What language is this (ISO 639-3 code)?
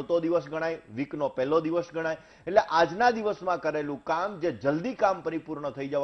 guj